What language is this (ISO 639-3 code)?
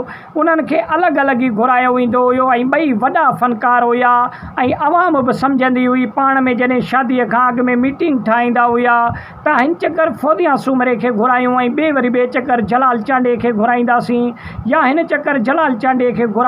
snd